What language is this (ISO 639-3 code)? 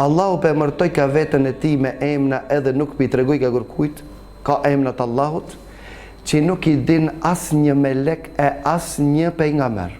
sqi